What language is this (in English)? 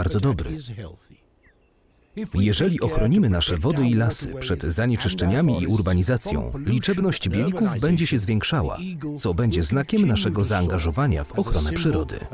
Polish